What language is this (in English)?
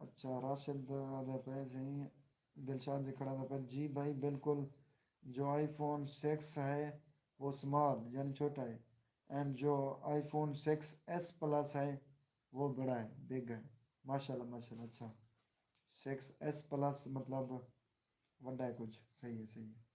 Saraiki